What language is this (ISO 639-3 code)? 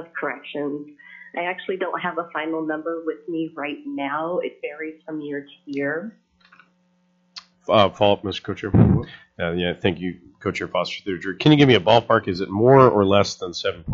eng